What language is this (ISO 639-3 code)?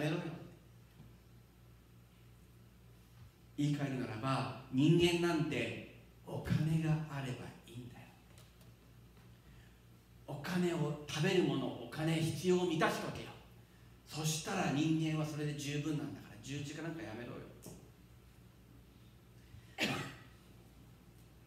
jpn